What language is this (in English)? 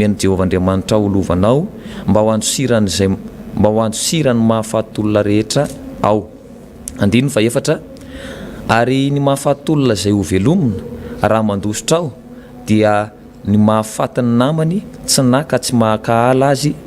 Malagasy